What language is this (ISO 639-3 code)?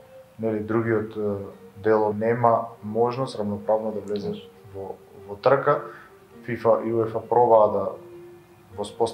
mkd